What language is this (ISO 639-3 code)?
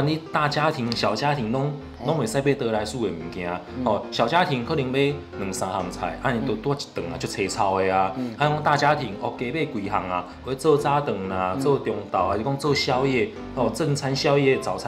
nan